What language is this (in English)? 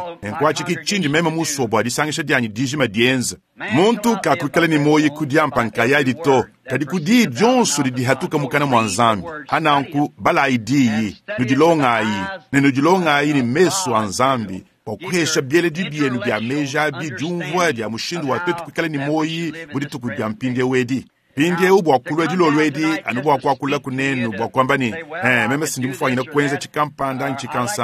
Luba-Lulua